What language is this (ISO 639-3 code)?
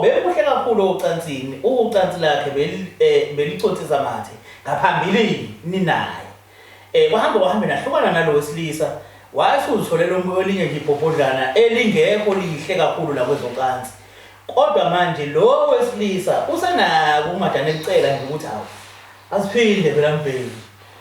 zul